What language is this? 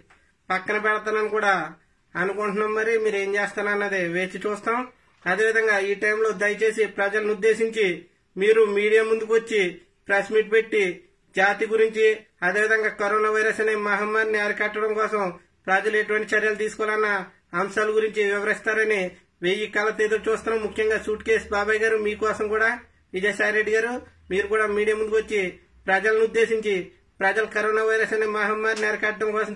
Telugu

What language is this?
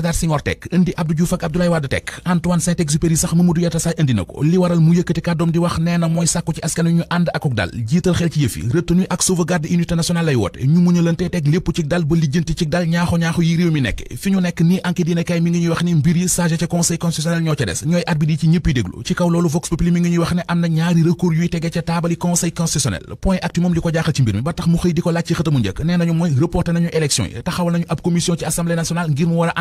Wolof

